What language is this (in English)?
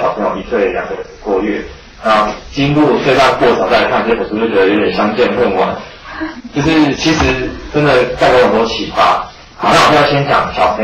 Chinese